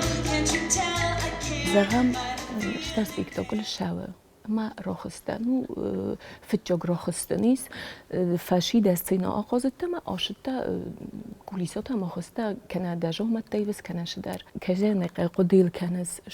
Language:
Ossetic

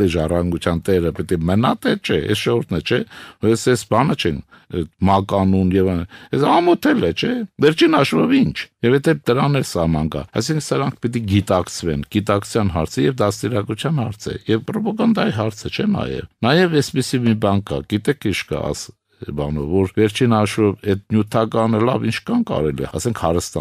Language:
Armenian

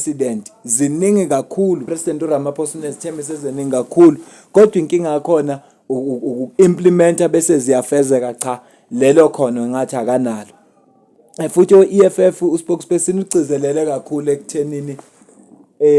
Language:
Zulu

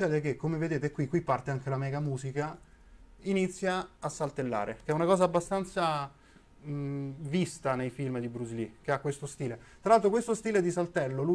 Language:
Italian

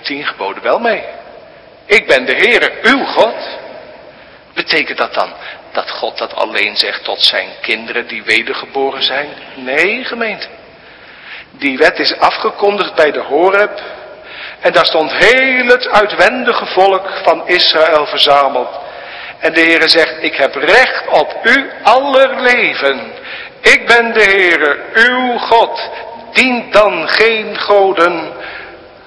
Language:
Dutch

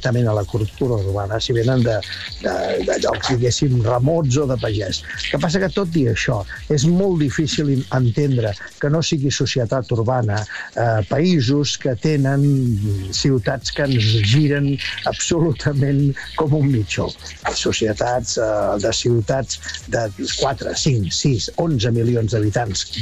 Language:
Catalan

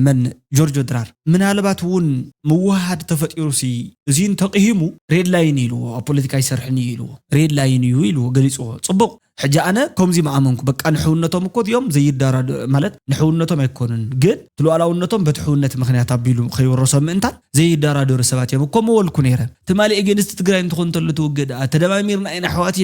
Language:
Tigrinya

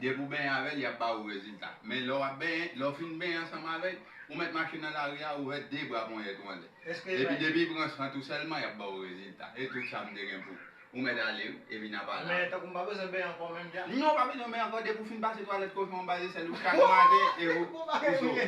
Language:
Haitian Creole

